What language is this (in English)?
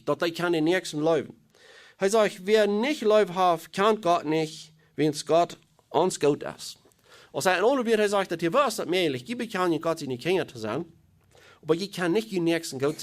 Plautdietsch